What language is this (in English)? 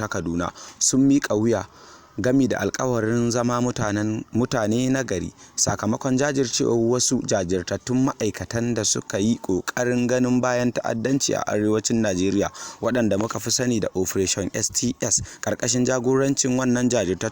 Hausa